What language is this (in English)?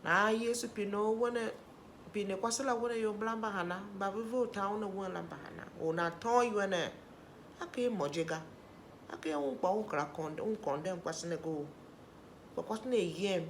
Tiv